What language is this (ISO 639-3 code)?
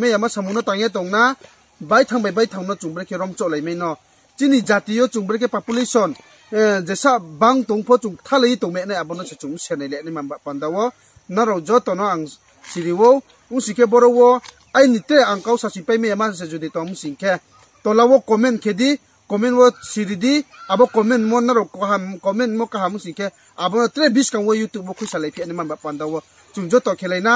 ria